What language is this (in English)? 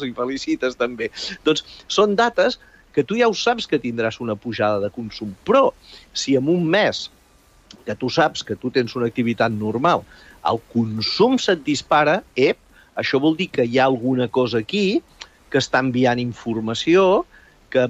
Catalan